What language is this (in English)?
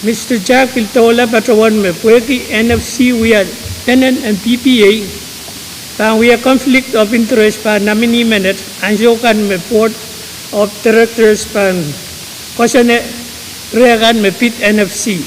Pohnpeian